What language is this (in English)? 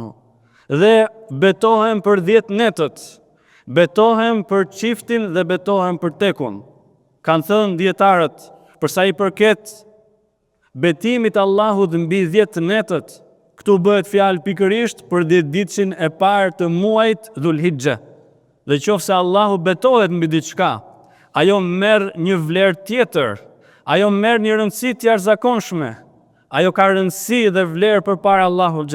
Albanian